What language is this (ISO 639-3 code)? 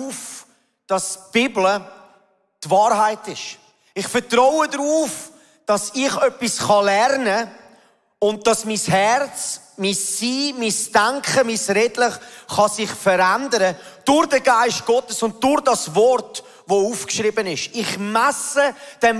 gsw